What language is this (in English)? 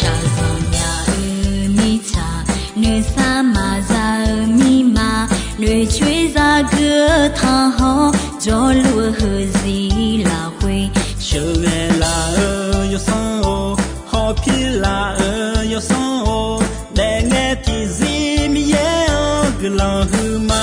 Akha